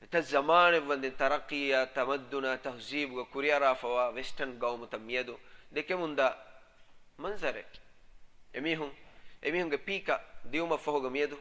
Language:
Divehi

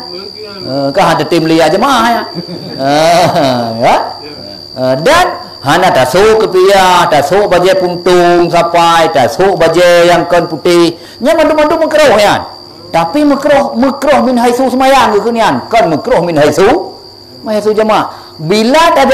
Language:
Achinese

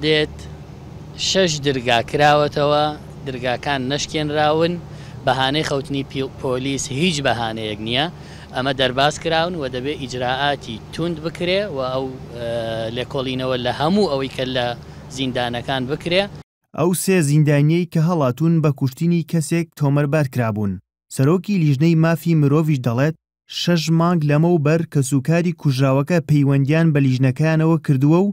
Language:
Central Kurdish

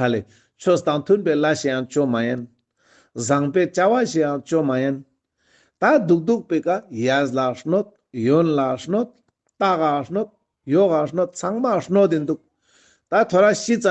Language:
Ladakhi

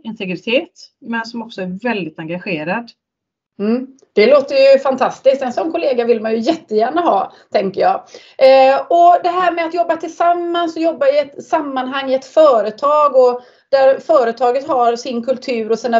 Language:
Swedish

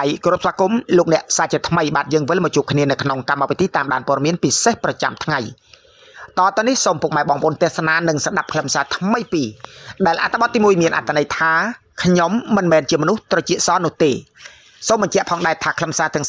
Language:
Khmer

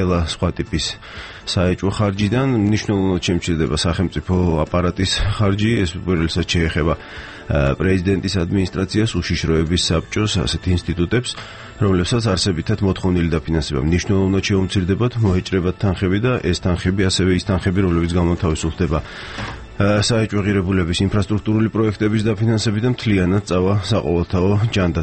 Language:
Georgian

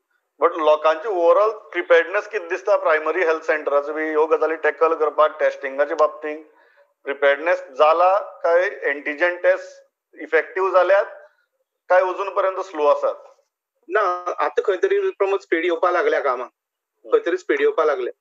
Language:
Konkani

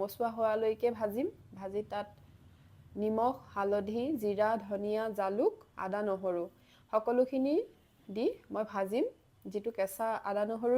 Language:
Assamese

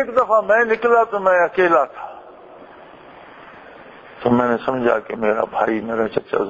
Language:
Urdu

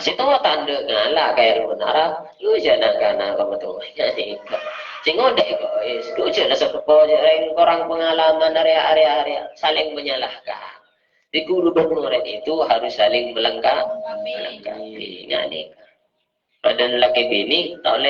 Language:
Madurese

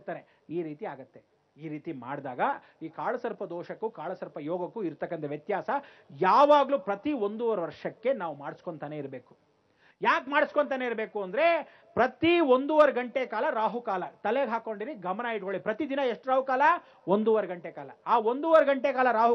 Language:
Kannada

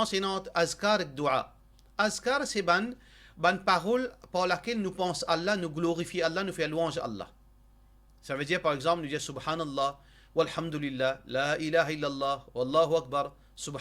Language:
Morisyen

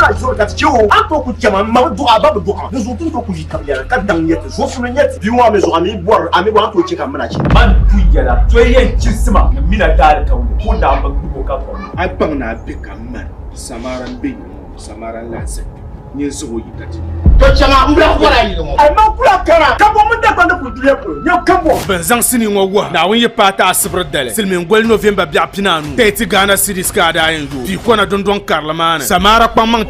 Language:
Dagbani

